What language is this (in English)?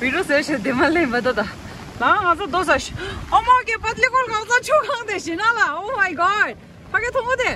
Tibetan